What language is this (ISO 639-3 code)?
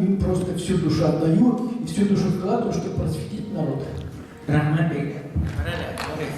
tat